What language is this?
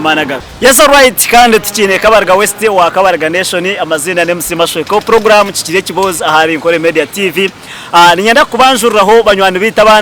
Nyankole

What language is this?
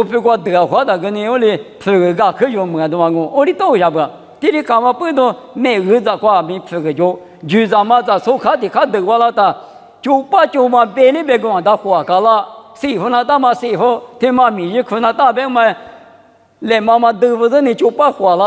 Lisu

